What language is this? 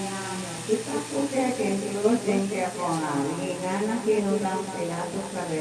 Pampanga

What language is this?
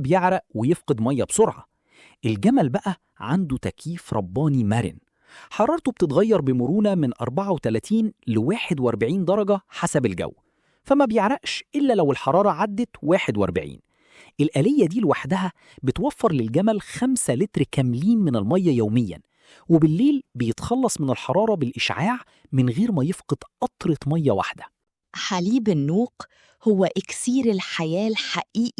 Egyptian Arabic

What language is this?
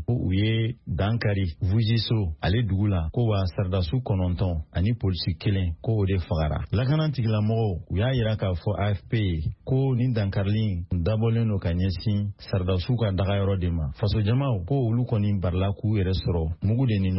Bambara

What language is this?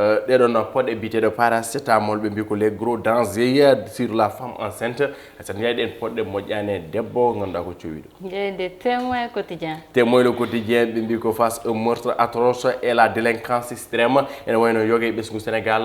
Fula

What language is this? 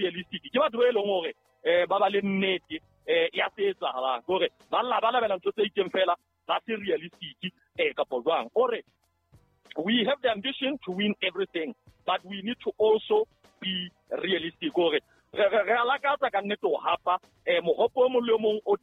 Southern Sotho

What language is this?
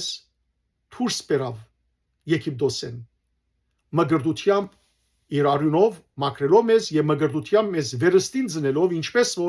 Western Armenian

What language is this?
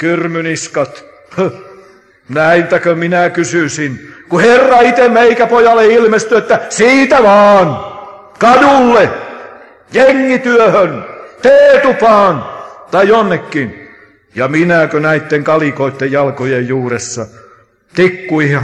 Finnish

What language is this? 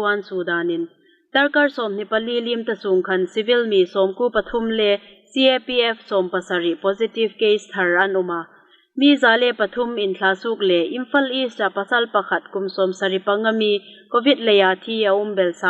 Hmar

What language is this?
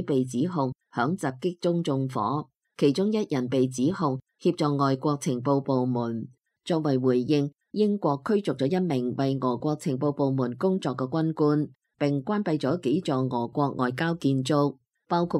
Cantonese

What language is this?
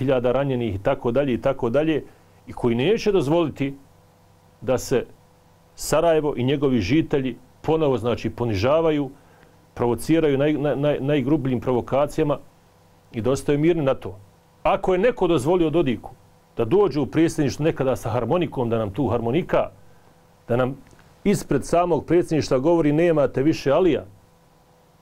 Bosnian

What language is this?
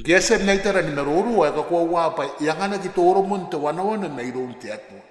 Gilbertese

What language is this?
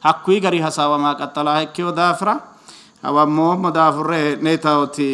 Sidamo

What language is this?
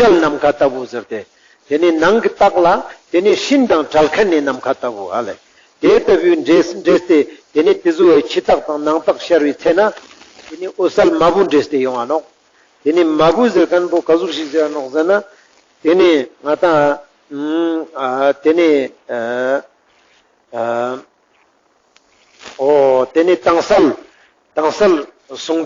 Ladakhi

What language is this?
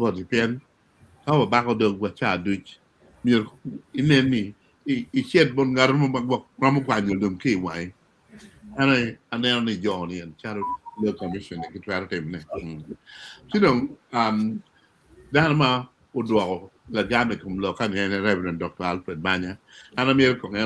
Acoli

